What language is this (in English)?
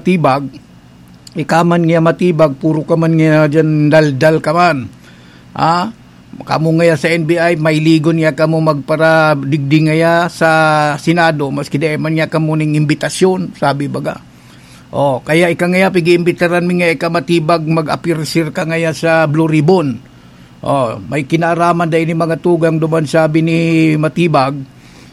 Bikol